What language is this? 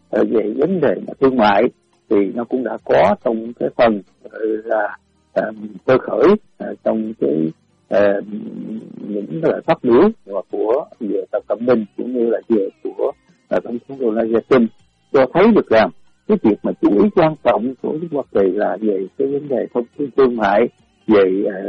Vietnamese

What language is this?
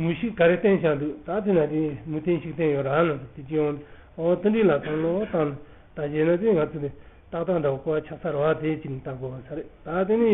Tibetan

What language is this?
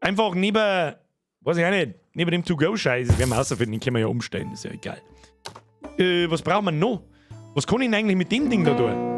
Bavarian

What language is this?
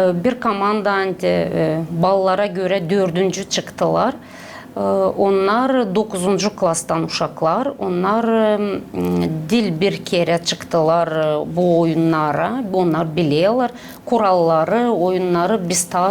Gagauz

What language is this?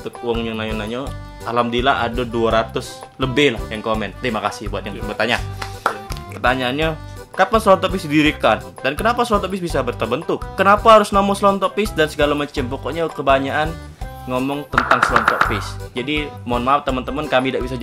Musi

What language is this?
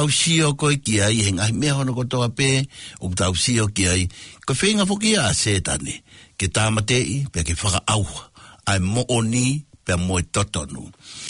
Tongan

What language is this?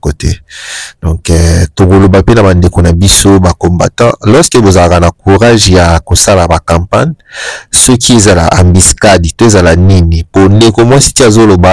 Lingala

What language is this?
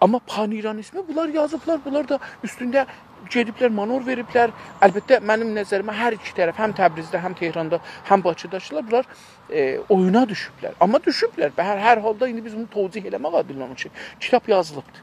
South Azerbaijani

